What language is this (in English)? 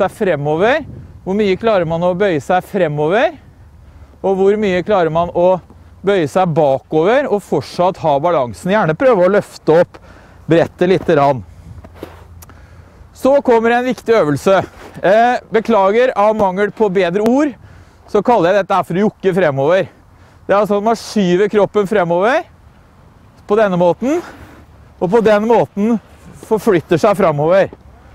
Norwegian